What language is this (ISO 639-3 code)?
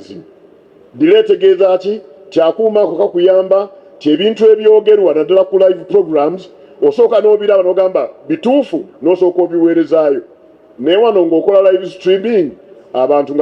lug